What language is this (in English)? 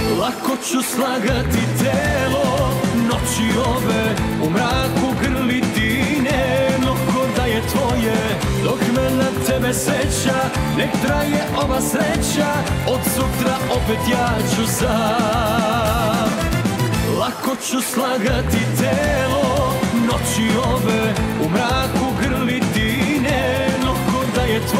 Serbian